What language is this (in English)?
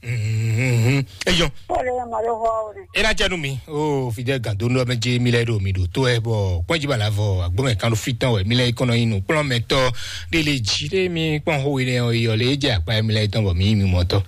Fon